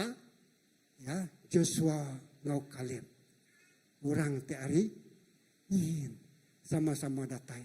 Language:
Iban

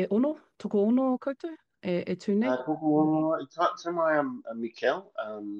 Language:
Māori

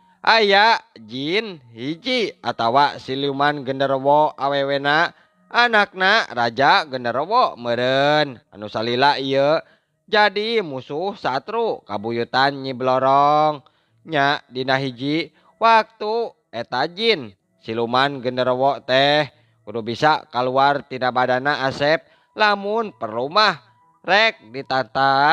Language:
Sundanese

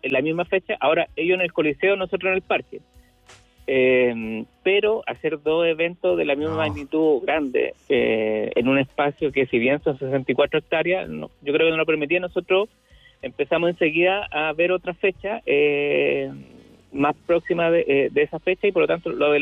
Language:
Spanish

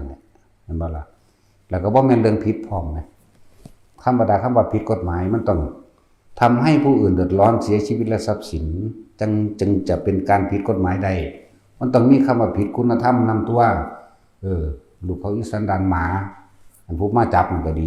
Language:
Northeastern Thai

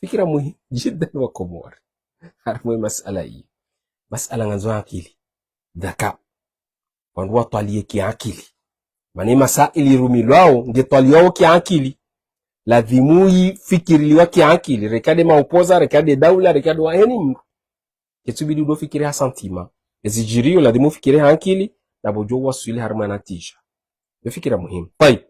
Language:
Ngazidja Comorian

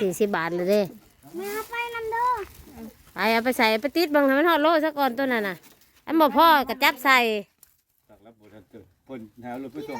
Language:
Northeastern Thai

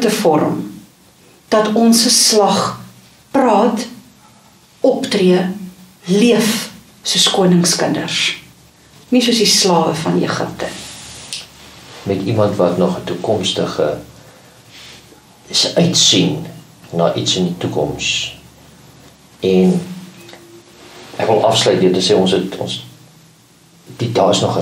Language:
Afrikaans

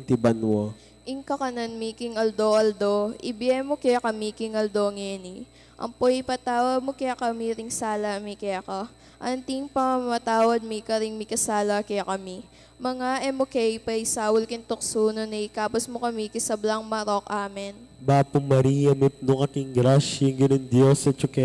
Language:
Pampanga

